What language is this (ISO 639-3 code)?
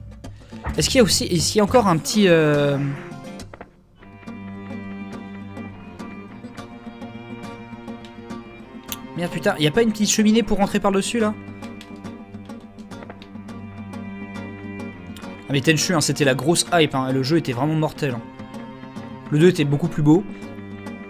fra